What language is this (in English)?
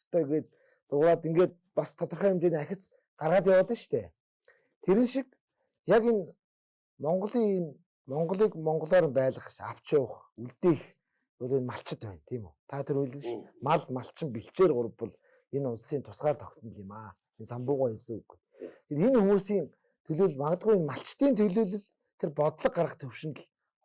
Mongolian